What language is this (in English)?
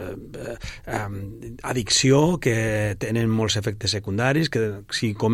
Catalan